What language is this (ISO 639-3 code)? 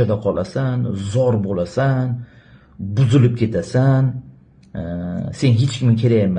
uzb